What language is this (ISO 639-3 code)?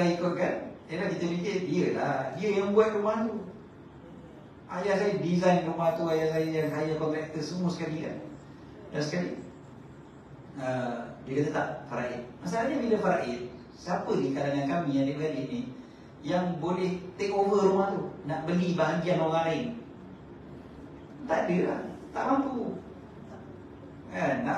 msa